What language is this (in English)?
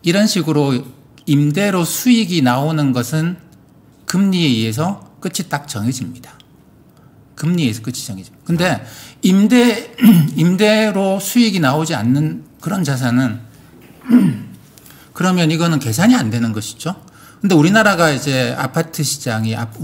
Korean